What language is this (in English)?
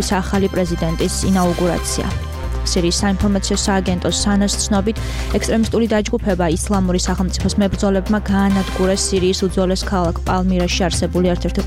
Georgian